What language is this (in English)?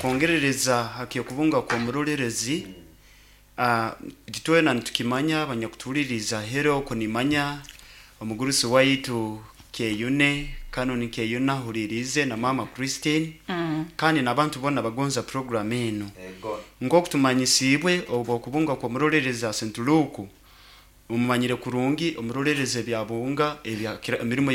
Nyoro